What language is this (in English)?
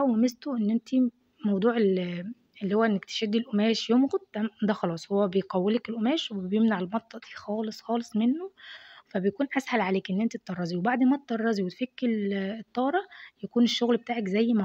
Egyptian Arabic